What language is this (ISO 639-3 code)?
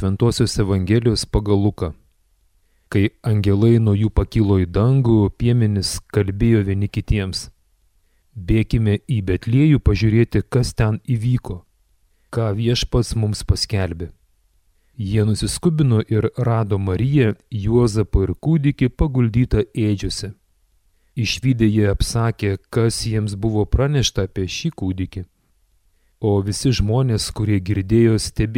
lit